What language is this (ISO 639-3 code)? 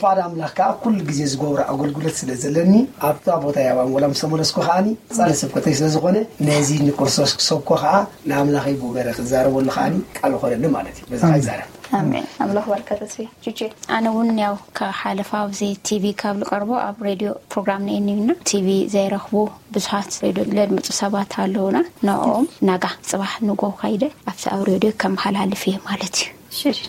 tir